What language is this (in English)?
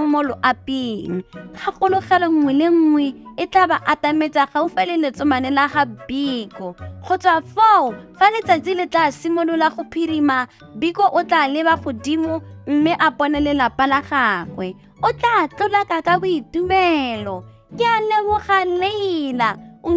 Tswana